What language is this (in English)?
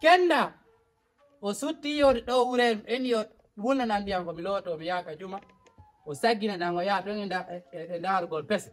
Fula